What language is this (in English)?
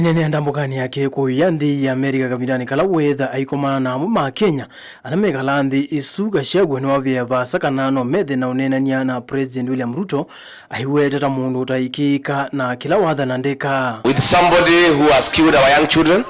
Kamba